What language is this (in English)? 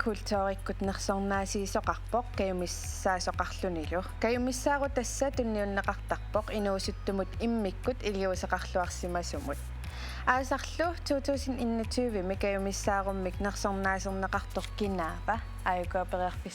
Kalaallisut